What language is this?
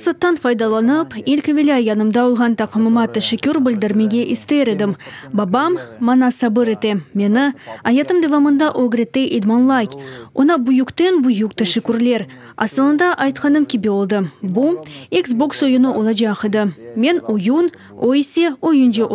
Crimean Tatar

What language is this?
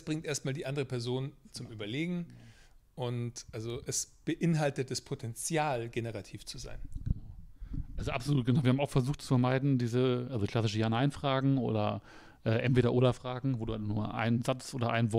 German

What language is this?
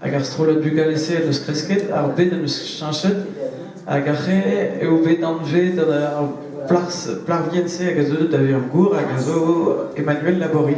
Breton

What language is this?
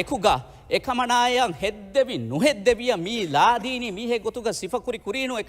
Divehi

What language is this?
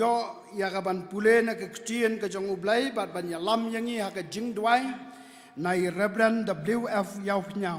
Khasi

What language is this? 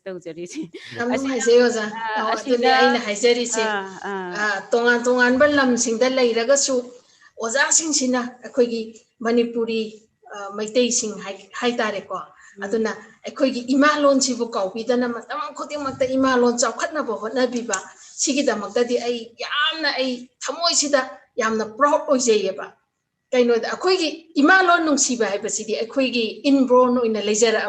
Manipuri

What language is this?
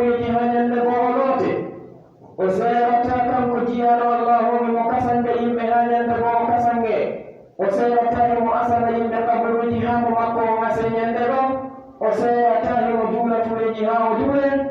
Pular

